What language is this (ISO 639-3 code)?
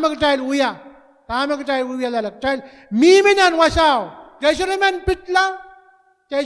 pon